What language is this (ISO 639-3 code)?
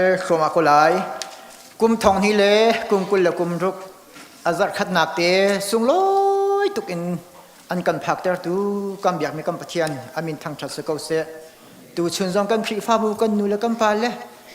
cnh